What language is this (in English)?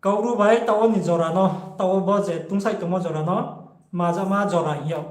Riang (India)